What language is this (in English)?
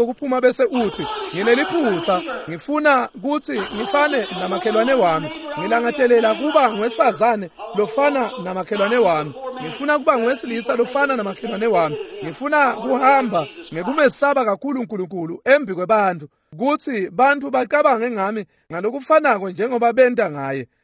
Swati